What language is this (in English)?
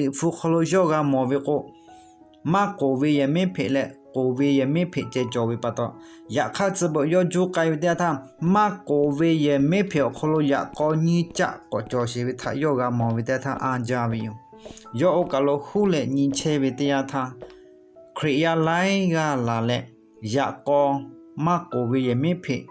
Lahu